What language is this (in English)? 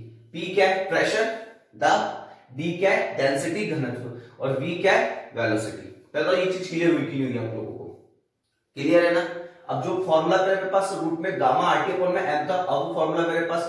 Hindi